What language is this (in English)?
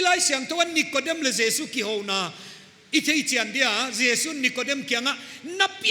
Paite Chin